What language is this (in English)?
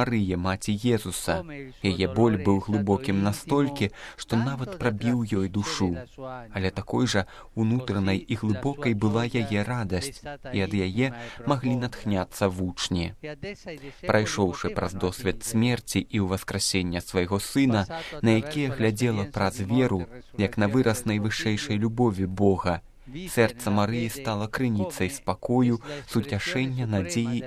Belarusian